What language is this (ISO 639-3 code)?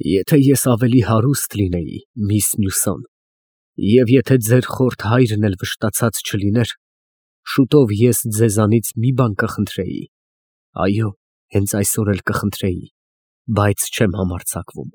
hye